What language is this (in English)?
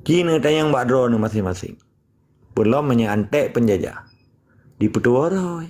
Achinese